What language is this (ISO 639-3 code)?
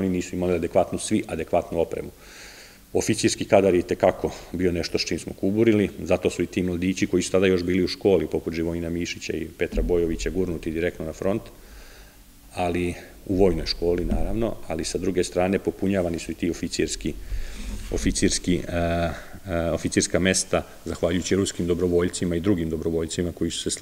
srp